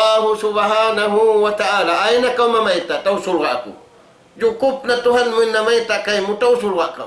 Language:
Tausug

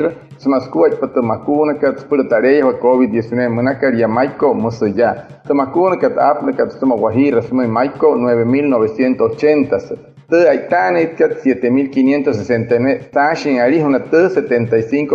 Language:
Wayuu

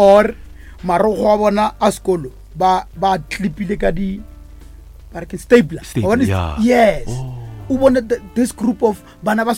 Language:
Northern Sotho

